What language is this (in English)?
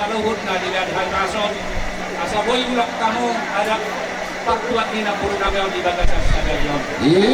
Batak Toba